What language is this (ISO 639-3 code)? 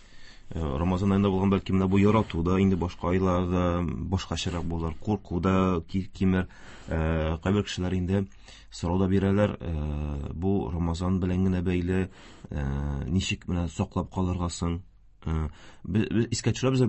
tat